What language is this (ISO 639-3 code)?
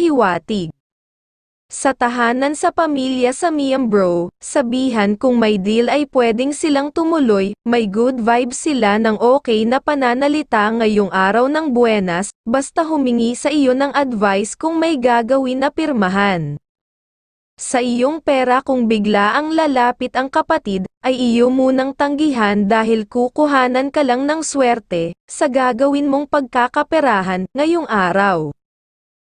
fil